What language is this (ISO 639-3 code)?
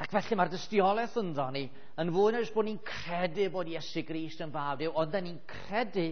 cym